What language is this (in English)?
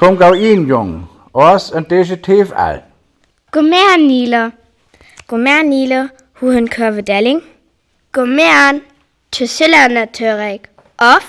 Northern Frisian